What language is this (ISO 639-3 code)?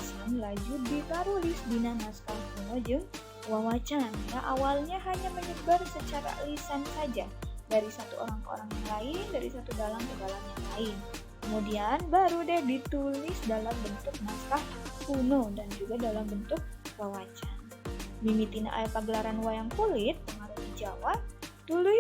sun